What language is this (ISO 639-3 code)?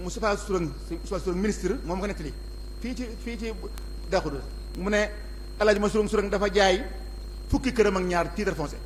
wol